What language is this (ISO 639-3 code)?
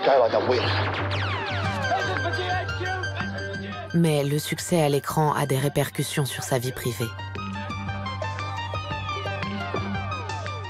fra